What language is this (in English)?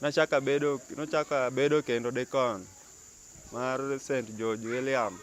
Luo (Kenya and Tanzania)